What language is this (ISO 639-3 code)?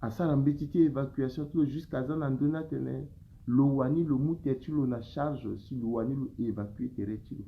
sag